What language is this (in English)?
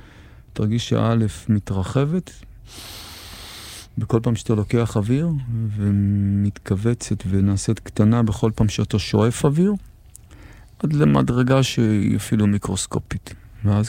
Hebrew